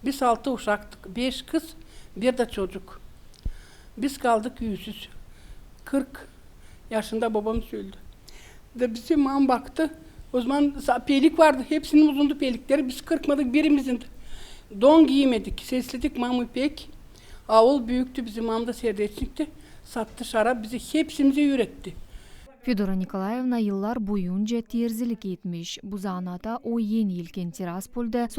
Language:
Gagauz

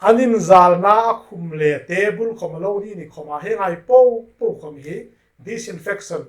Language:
Hmar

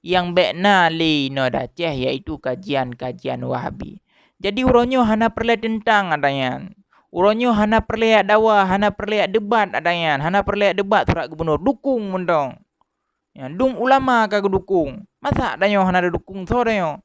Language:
Achinese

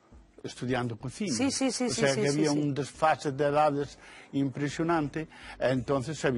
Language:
Galician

